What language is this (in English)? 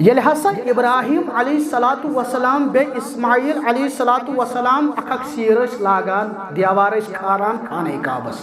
Kashmiri